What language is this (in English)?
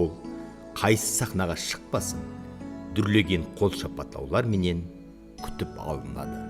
Kara-Kalpak